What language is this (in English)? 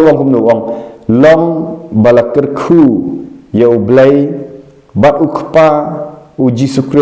Khasi